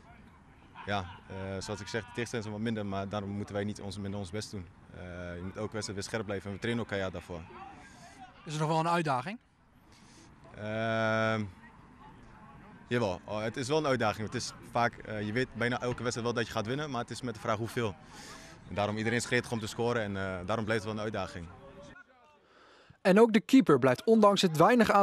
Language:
Dutch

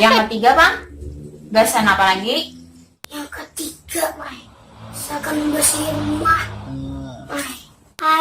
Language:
Banjar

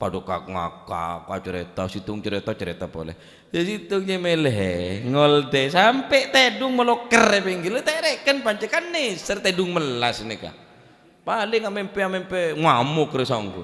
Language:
Madurese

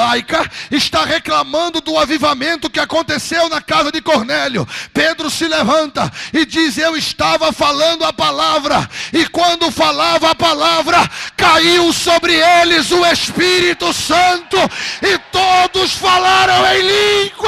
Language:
Portuguese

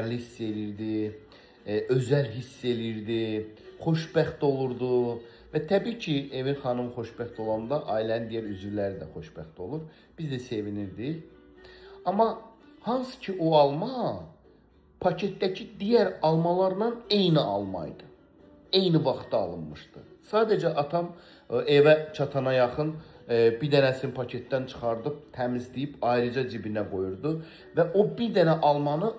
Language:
Azerbaijani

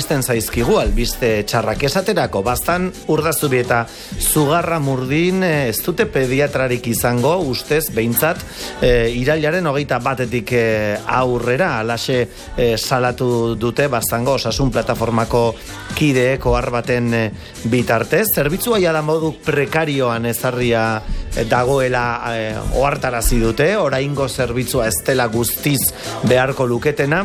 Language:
Basque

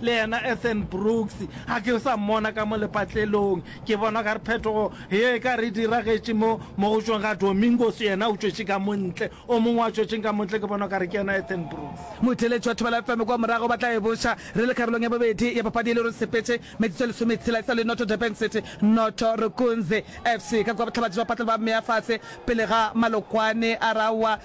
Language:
Northern Sotho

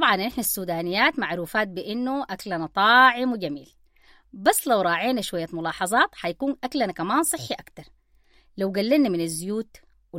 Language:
Sudanese Arabic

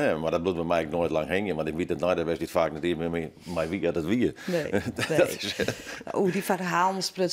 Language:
Western Frisian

